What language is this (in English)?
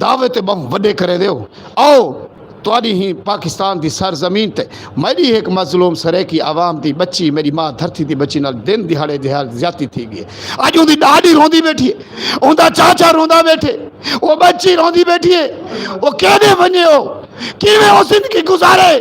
Saraiki